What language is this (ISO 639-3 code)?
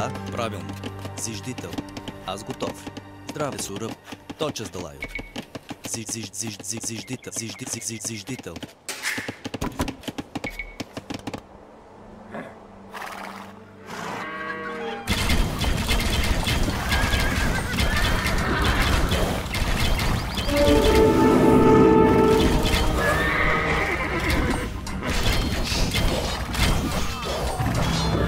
bul